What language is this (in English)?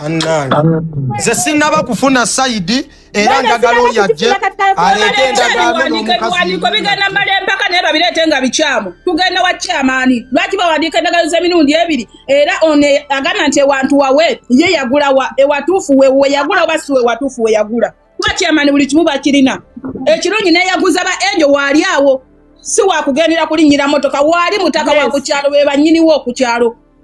Ganda